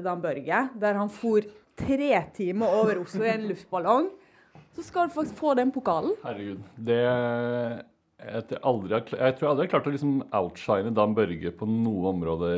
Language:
Norwegian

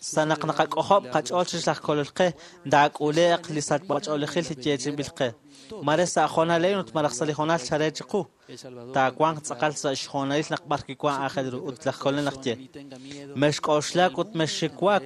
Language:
Kekchí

